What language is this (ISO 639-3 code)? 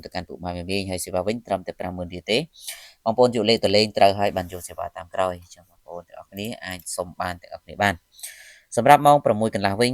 khm